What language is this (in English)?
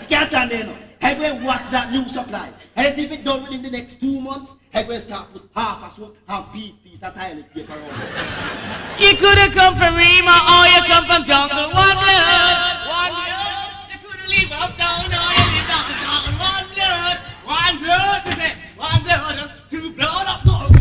Jamaican Creole English